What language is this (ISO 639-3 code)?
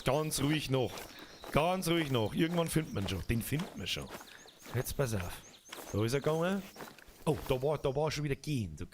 bar